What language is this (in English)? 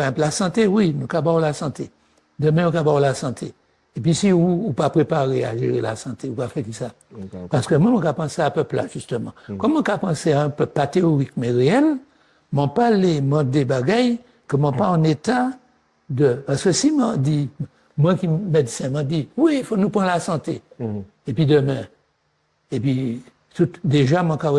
Guadeloupean Creole French